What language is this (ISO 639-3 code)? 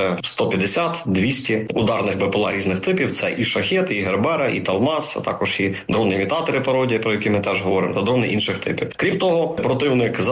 ukr